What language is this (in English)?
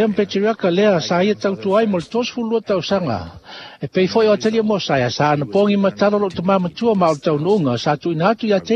Samoan